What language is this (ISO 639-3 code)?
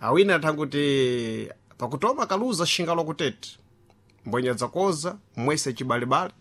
seh